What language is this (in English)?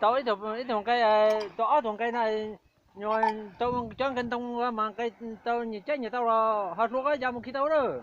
Hmong